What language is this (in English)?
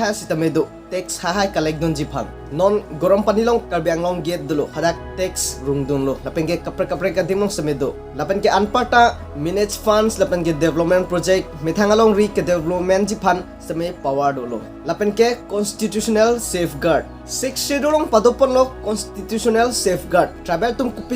Karbi